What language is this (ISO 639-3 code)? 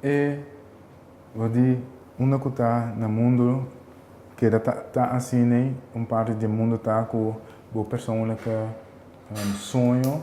pap